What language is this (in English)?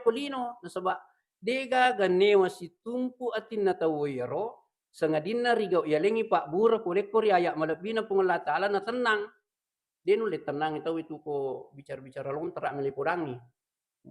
Buginese